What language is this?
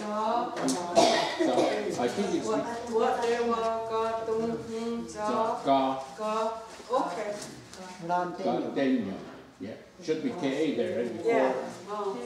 Mohawk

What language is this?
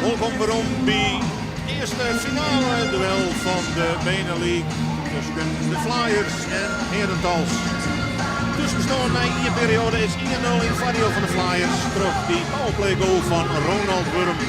Western Frisian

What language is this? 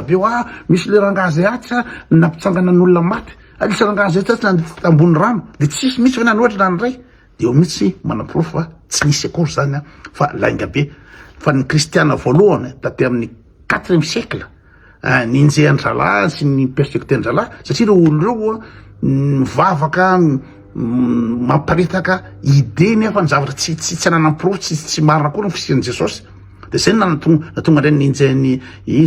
Malagasy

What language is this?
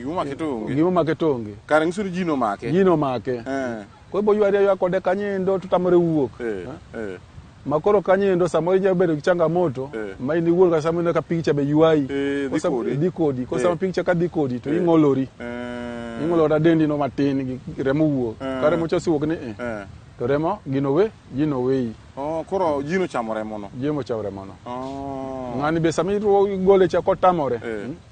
Luo (Kenya and Tanzania)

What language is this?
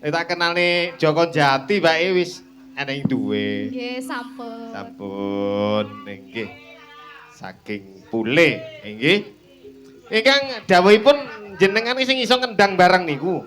Javanese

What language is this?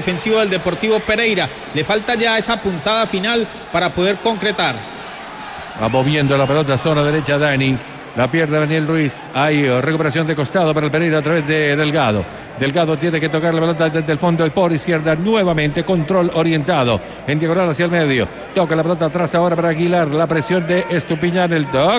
Spanish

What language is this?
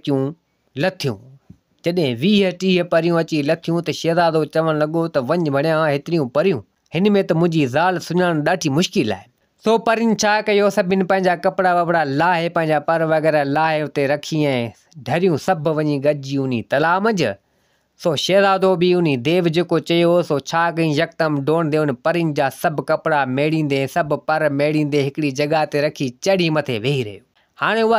Sindhi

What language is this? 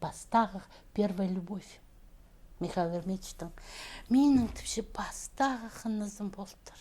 Khakas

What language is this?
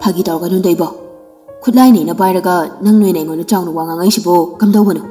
Manipuri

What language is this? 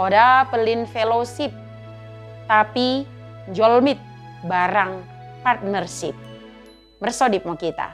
Batak Dairi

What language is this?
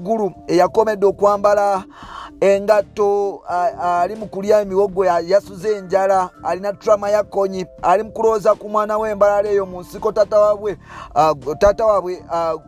Ganda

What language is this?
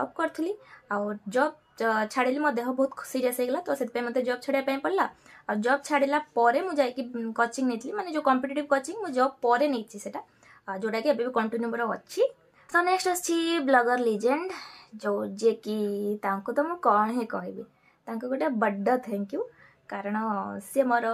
Odia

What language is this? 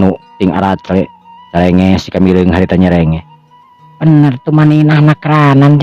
Sundanese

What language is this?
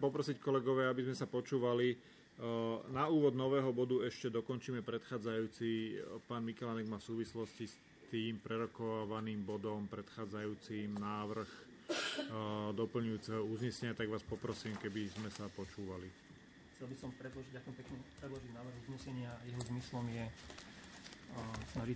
Slovak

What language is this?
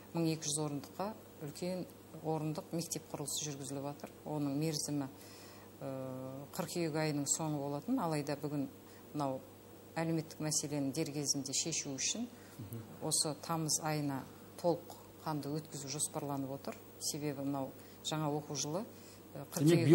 Kazakh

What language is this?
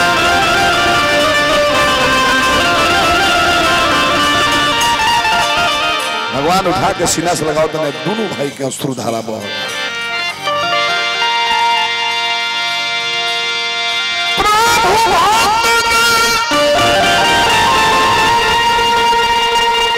Bhojpuri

